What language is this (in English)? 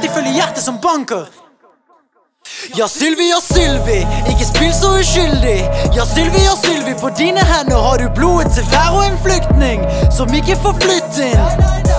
Norwegian